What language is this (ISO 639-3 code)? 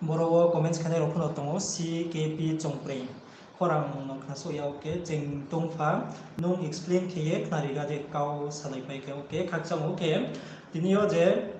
ria